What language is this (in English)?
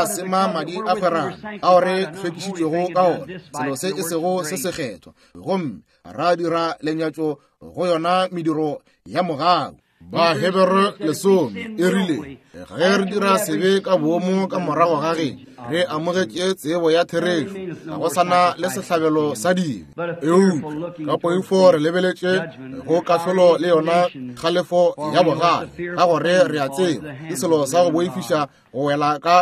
Northern Sotho